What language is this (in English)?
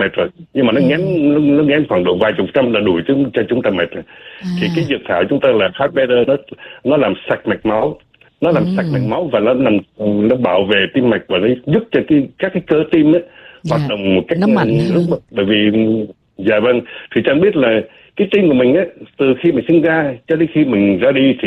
Vietnamese